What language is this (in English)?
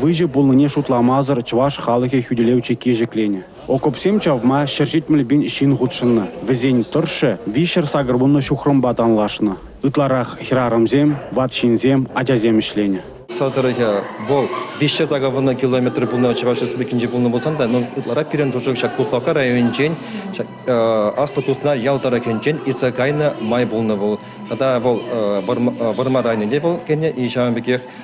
Chuvash